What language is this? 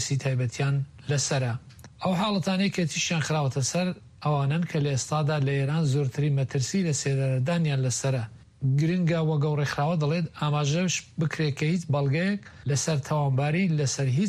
Central Kurdish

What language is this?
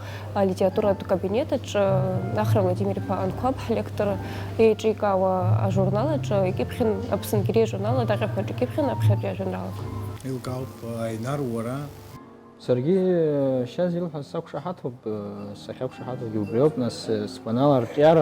Abkhazian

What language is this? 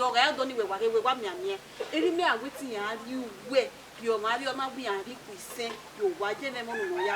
Bini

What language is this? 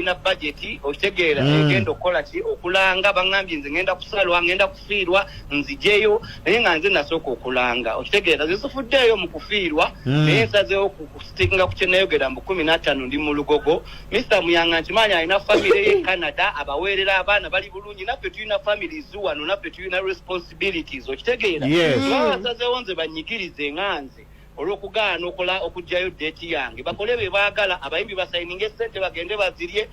Ganda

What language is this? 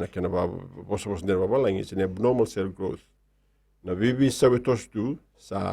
Fijian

